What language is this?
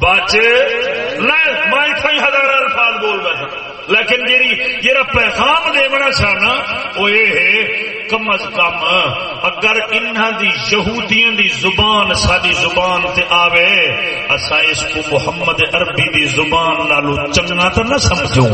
Saraiki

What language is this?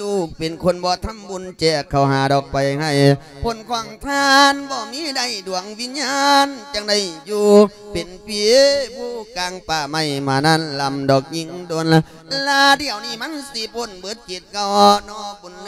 Lao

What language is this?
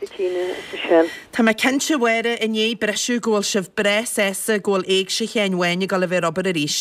Irish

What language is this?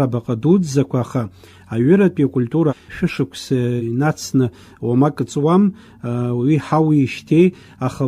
Abkhazian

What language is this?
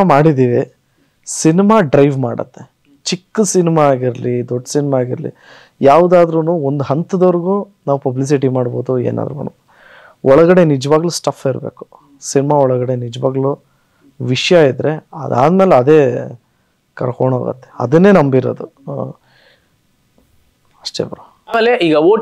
Kannada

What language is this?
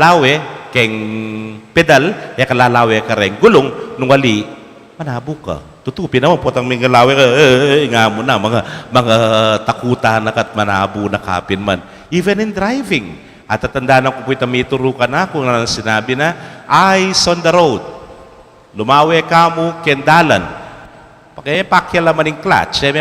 Pampanga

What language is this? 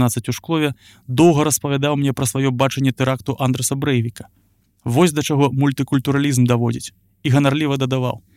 Belarusian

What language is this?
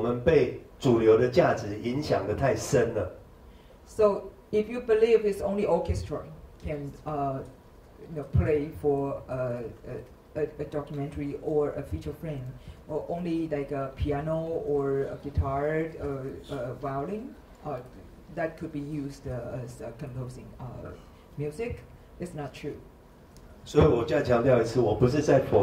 Chinese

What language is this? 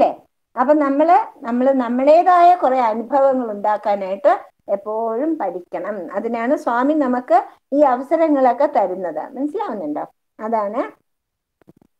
Malayalam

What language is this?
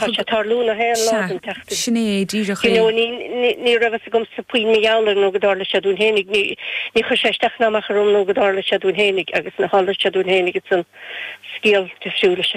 Irish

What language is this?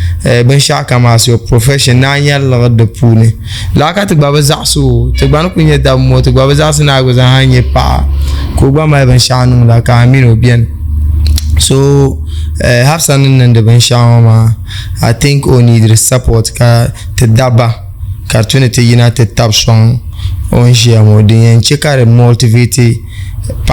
Dagbani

